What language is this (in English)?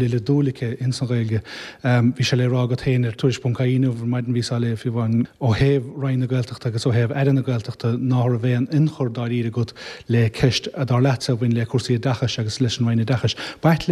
Irish